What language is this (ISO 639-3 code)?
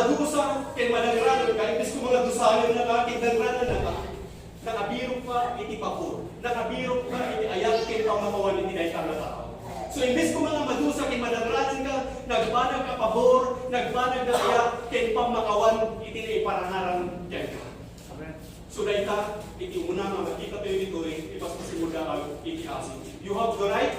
ilo